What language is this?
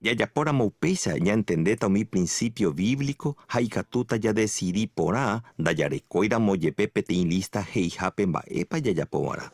Guarani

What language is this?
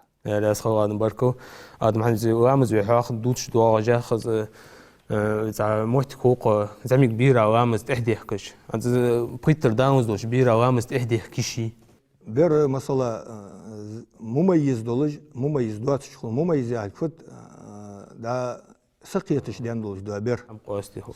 Ingush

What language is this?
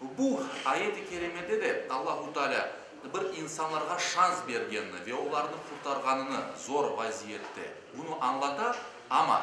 Crimean Tatar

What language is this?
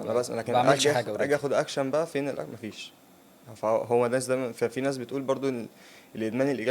Egyptian Arabic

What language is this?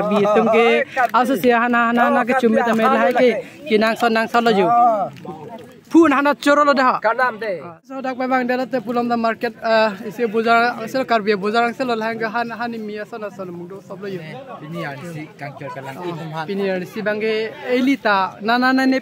Karbi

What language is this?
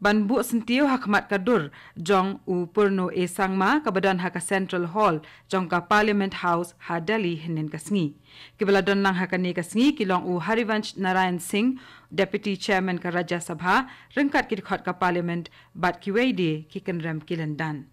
Khasi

